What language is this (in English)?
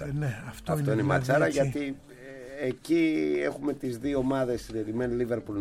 Greek